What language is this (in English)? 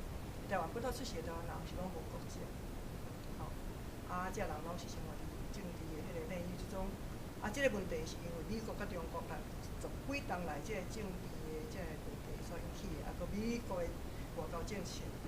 Min Nan Chinese